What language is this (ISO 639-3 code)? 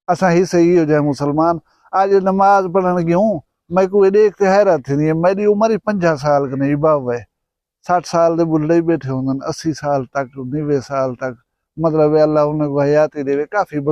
skr